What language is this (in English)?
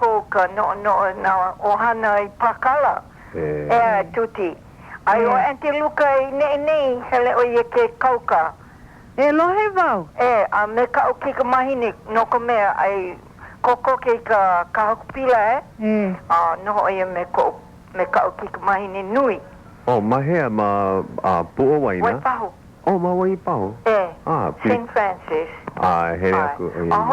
Hawaiian